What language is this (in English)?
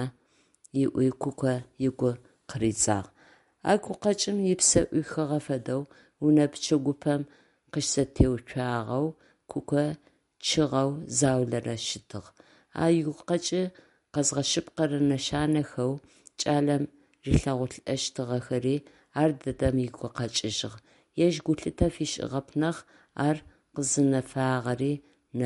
Adyghe